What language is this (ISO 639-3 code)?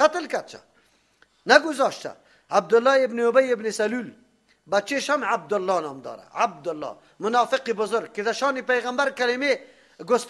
fas